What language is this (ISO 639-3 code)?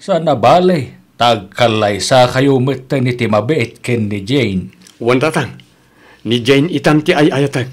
ilo